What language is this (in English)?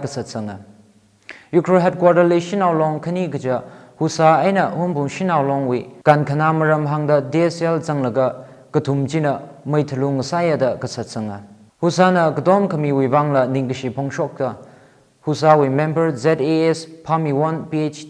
Tangkhul Naga (India)